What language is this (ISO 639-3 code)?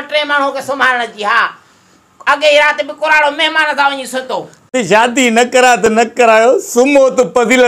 snd